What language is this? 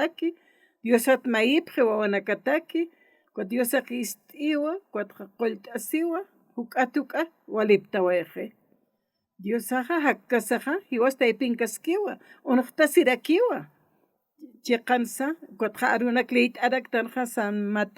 Aymara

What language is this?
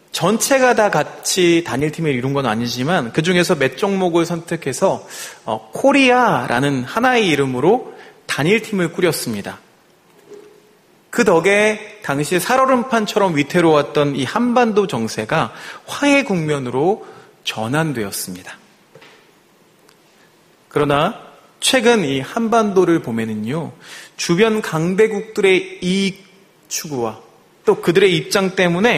Korean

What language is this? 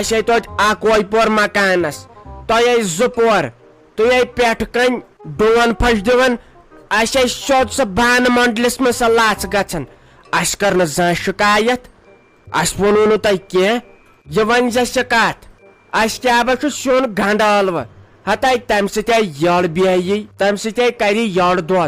Kashmiri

